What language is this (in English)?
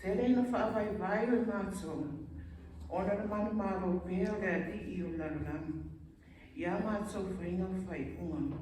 Samoan